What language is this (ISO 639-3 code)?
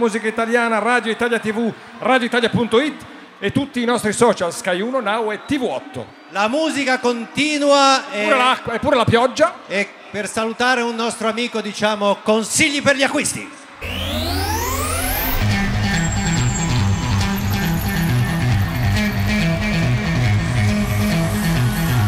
ita